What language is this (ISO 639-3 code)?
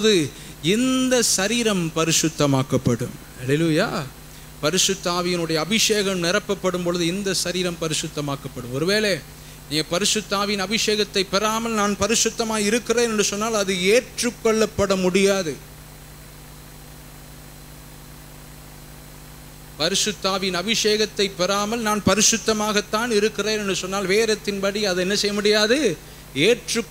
tam